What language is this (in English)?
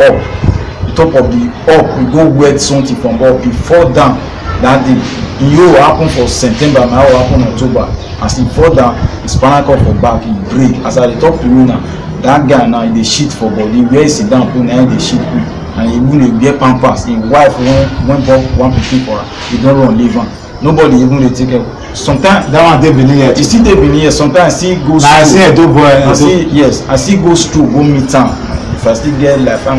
Nigerian Pidgin